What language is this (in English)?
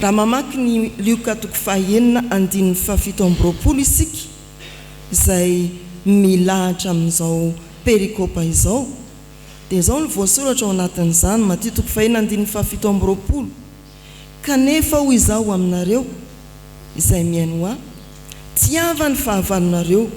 Malagasy